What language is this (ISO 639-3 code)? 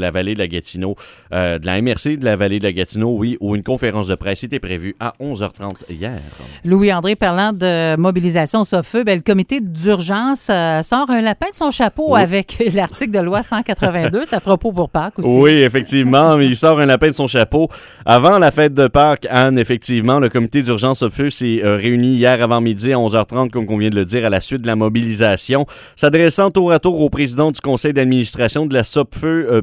fra